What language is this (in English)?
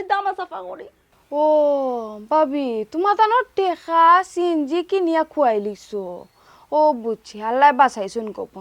Sylheti